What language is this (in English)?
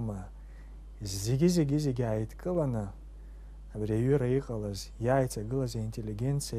Abkhazian